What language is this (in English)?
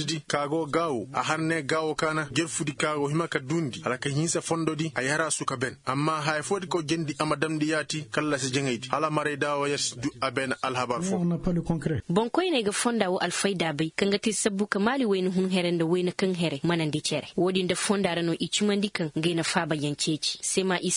Koyraboro Senni